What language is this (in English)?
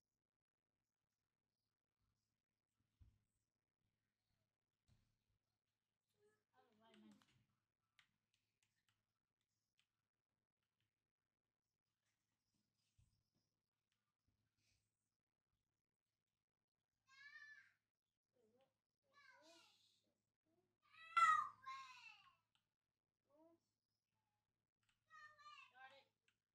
English